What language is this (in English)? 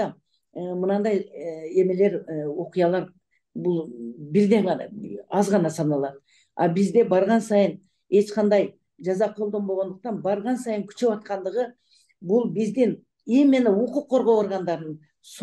Kyrgyz